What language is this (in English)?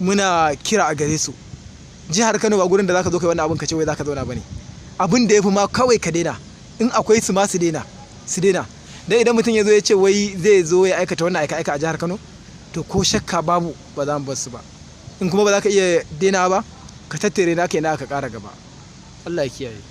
Hausa